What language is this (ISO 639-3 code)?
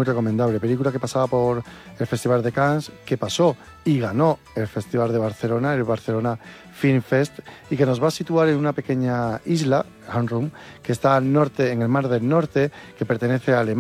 spa